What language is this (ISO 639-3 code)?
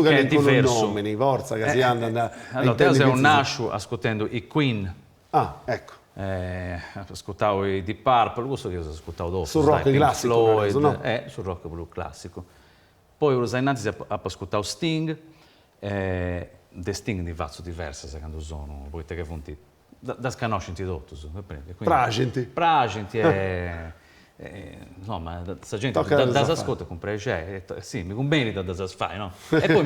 srd